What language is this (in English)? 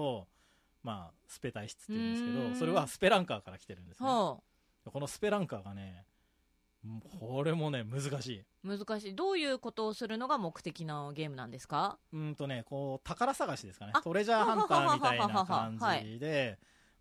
Japanese